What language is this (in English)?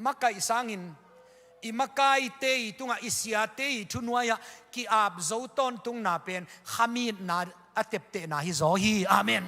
Tedim Chin